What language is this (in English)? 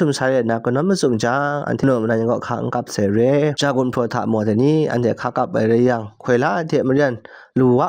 Kachin